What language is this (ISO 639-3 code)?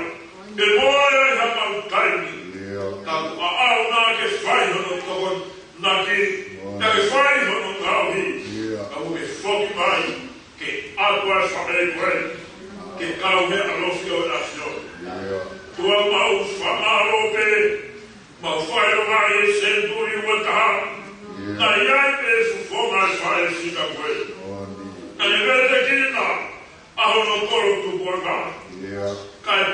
ton